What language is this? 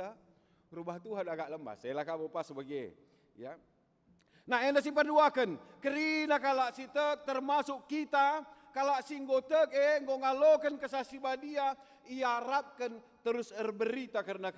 Batak Karo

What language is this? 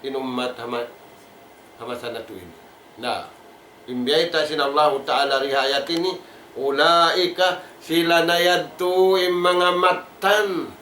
Tausug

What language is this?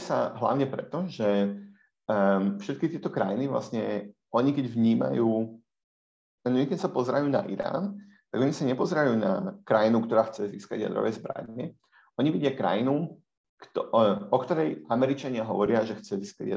Slovak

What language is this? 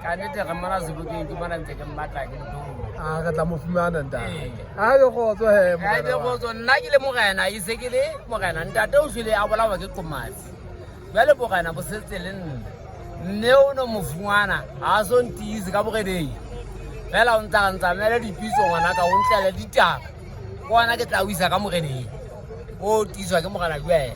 Southern Sotho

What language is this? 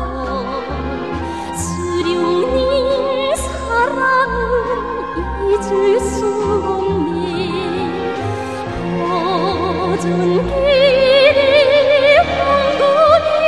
Korean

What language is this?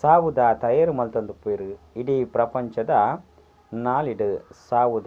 Tulu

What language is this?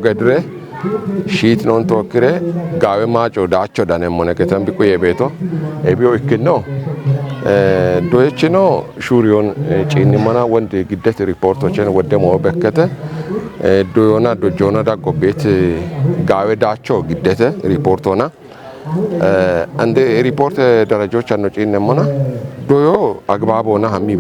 Kafa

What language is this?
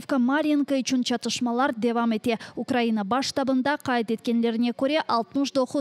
Crimean Tatar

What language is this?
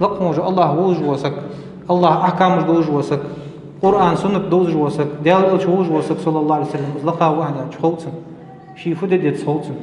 Ingush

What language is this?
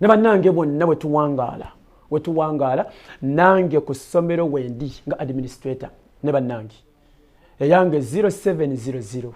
Ganda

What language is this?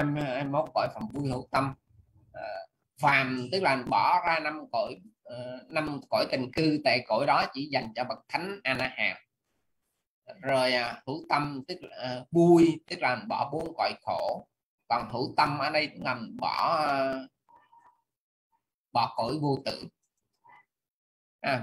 Vietnamese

